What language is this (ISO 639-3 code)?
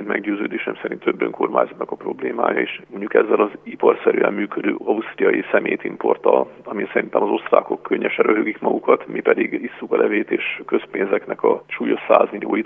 hun